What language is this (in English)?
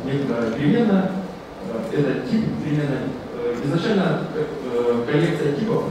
Russian